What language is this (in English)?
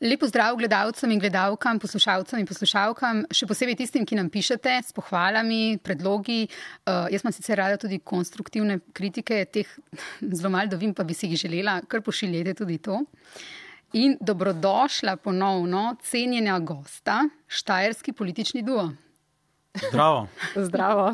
Slovenian